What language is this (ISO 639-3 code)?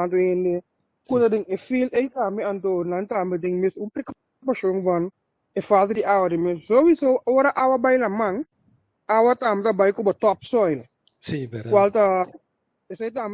pap